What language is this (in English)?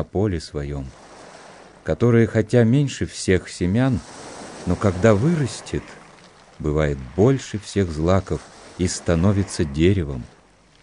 Russian